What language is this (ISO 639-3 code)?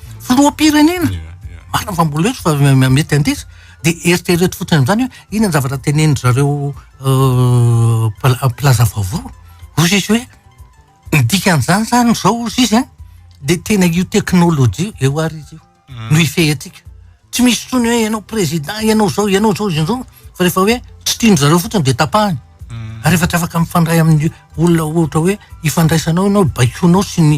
mlg